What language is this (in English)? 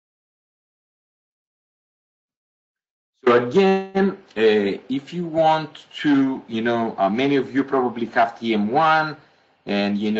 English